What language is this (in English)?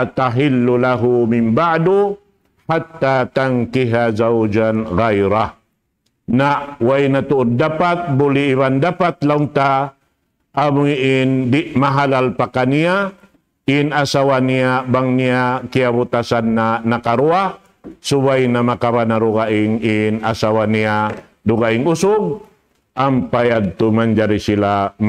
Tausug